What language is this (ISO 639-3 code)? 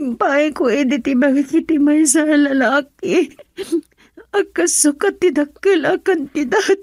ilo